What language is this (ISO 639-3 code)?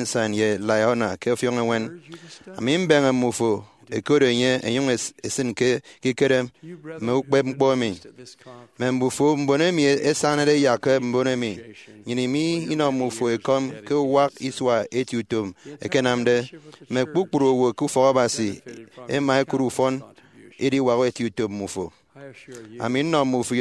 efi